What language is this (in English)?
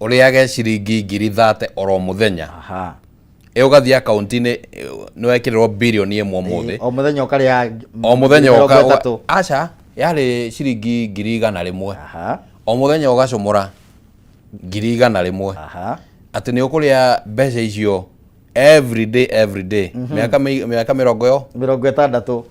Kikuyu